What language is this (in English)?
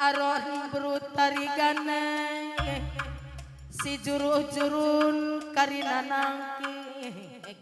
Batak Karo